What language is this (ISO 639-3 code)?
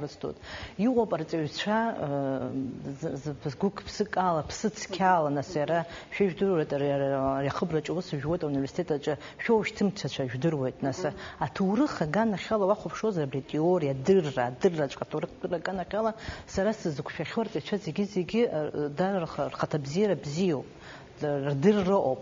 abk